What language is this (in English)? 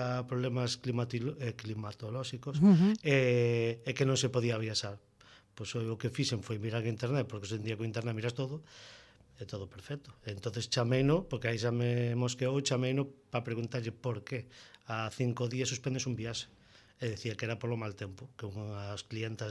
Galician